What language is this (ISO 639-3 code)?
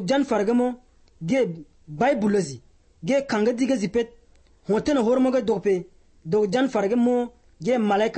eus